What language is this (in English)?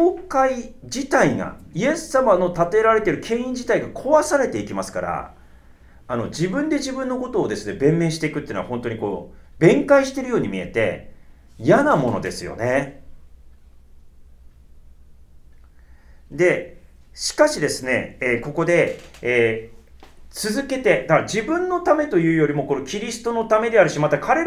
Japanese